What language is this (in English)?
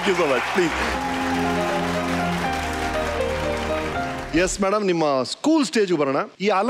Kannada